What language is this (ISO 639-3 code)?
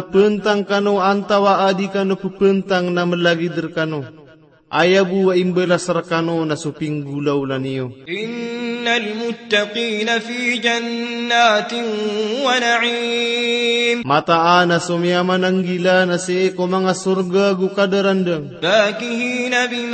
mrw